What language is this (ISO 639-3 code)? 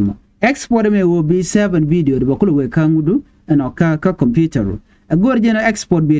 nus